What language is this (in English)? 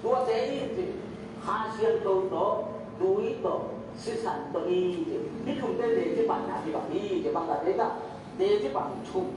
Tedim Chin